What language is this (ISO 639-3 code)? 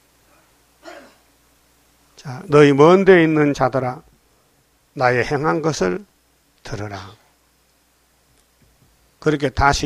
kor